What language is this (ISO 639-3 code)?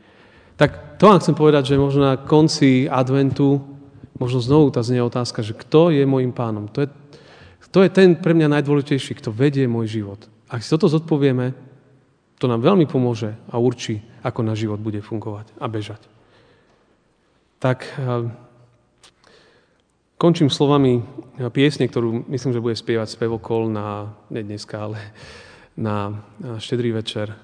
slk